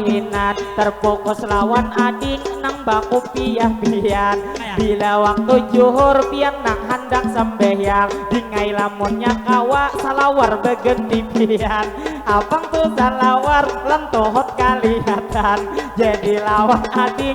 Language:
Banjar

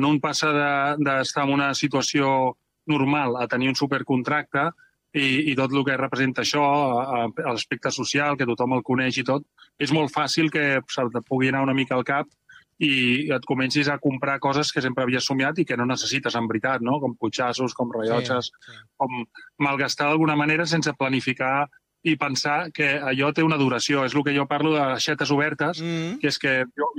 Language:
Catalan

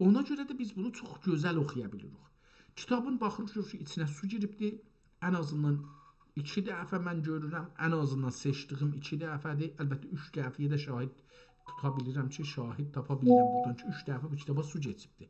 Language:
South Azerbaijani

